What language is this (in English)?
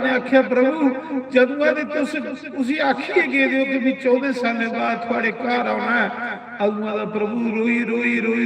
Dogri